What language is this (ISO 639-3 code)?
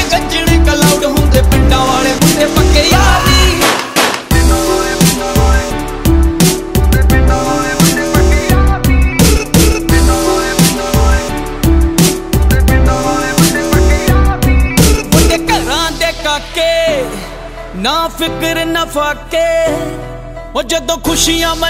pan